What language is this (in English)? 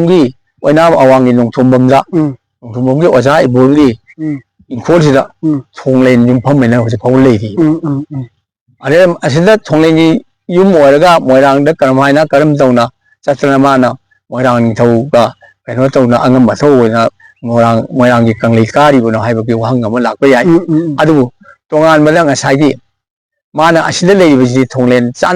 Manipuri